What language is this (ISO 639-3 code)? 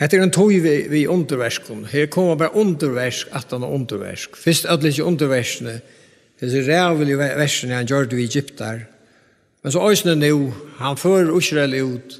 fao